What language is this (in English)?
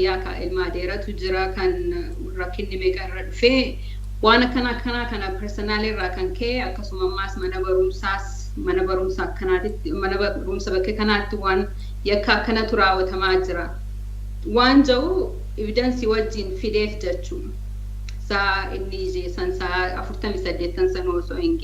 Oromo